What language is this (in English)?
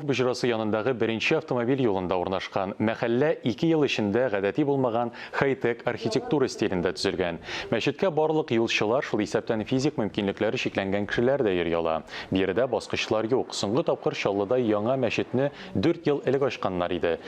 Tatar